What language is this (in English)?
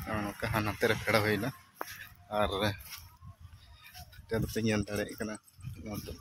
Santali